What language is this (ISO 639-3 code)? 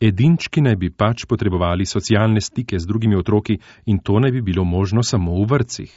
slv